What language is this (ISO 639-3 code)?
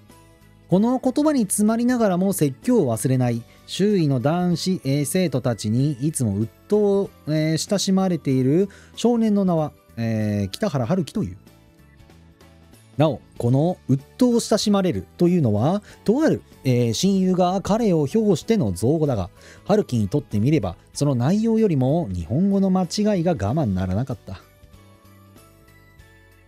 jpn